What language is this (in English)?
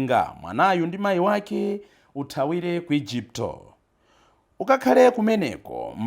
Nyanja